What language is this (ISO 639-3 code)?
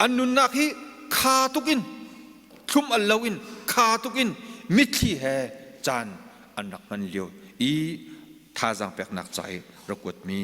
cnh